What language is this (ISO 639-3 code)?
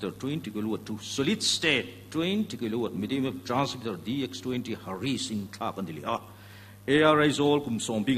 lus